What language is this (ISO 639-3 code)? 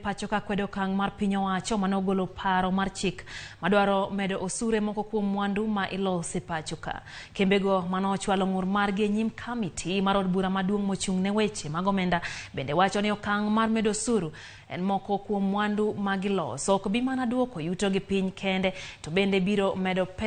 luo